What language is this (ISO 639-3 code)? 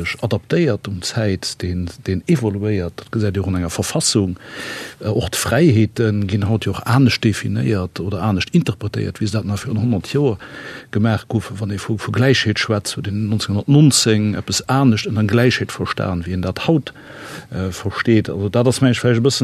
ltz